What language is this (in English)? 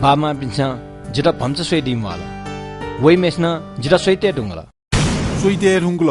Newari